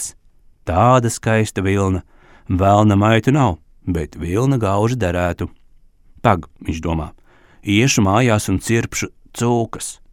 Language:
Latvian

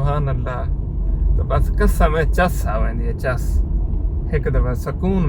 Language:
Saraiki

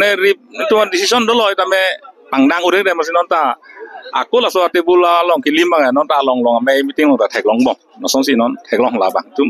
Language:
Karbi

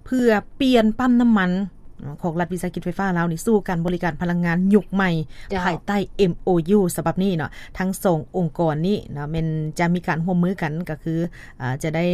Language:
Lao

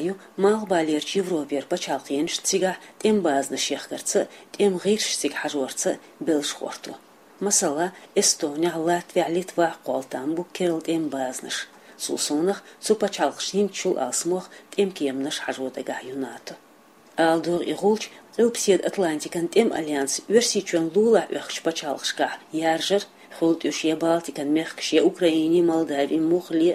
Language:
Chechen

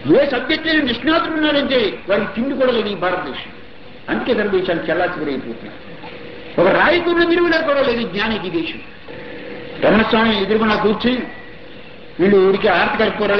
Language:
Telugu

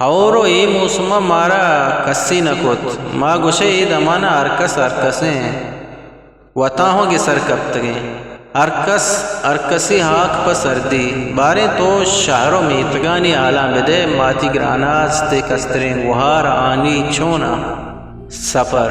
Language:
Eastern Balochi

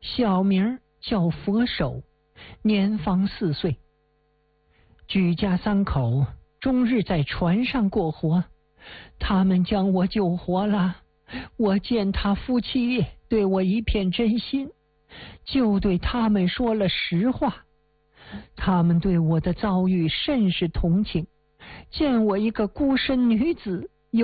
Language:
Chinese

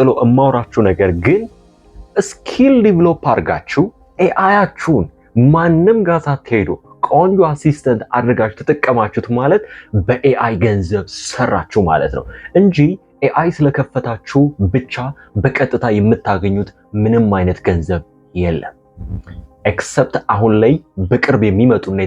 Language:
Amharic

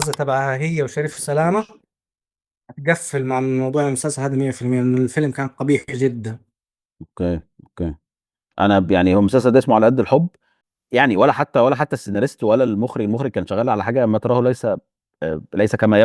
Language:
Egyptian Arabic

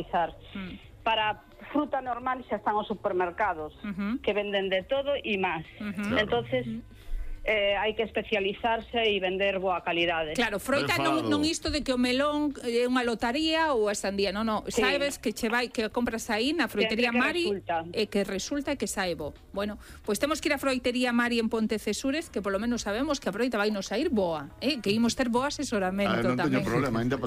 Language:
Galician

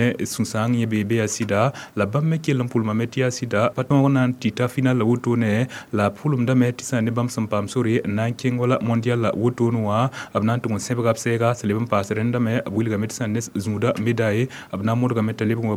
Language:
Mossi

